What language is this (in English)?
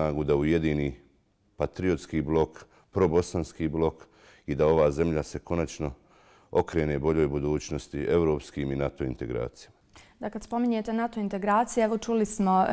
Bosnian